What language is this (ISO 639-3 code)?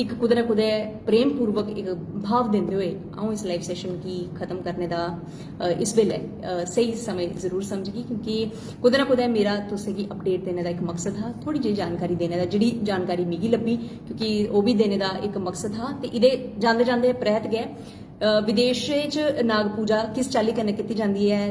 doi